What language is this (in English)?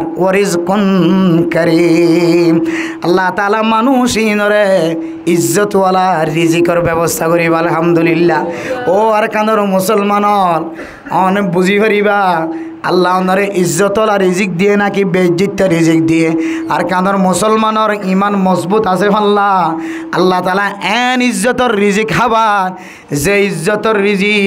Rohingya